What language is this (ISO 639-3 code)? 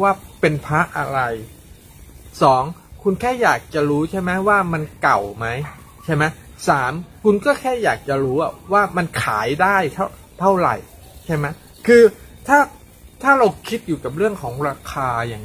tha